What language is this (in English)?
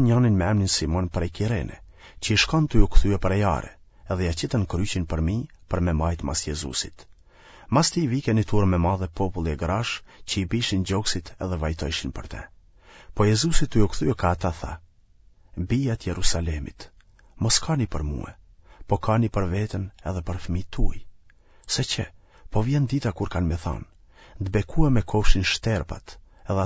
Albanian